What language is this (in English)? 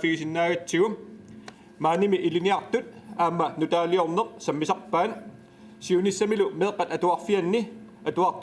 Kalaallisut